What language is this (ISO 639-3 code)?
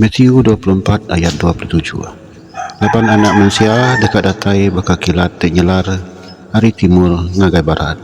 iba